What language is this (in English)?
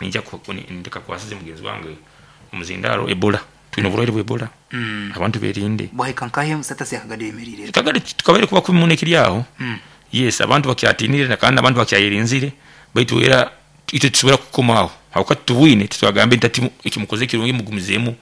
Nyoro